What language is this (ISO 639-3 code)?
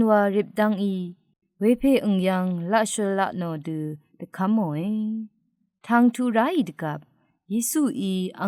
raw